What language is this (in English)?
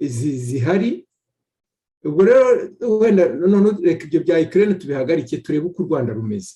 Kinyarwanda